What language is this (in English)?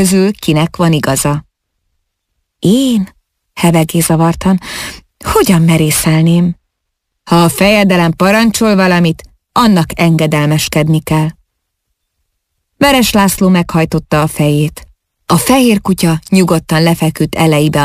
Hungarian